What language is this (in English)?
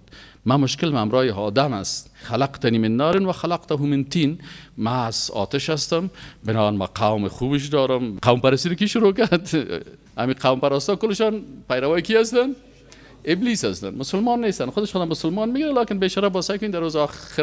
Persian